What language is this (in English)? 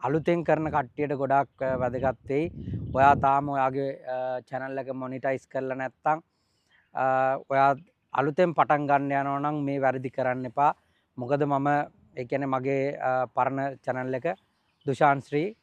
Sinhala